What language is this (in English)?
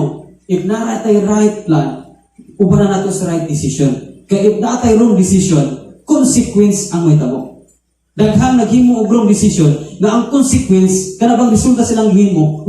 Cebuano